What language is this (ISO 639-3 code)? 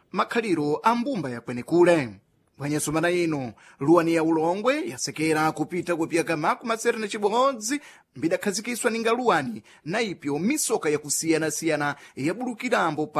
seh